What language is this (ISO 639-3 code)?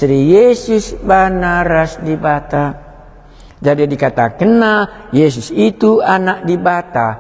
btx